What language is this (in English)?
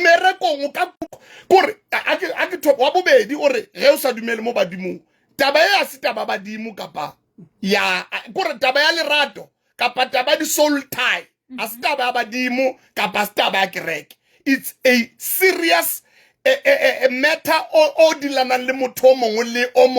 Tswana